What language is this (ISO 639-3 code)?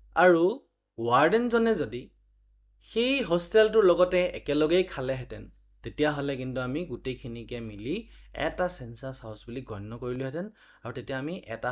asm